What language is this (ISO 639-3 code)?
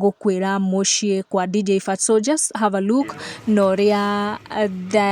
kik